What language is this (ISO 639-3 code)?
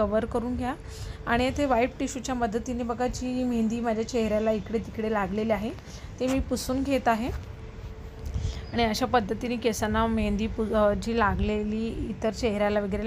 mar